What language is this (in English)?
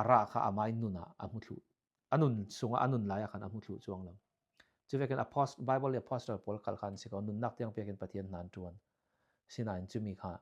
Falam Chin